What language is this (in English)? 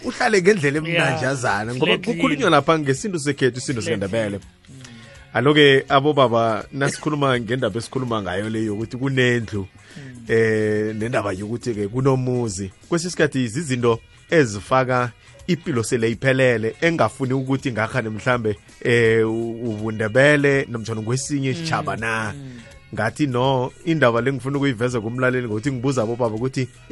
South Ndebele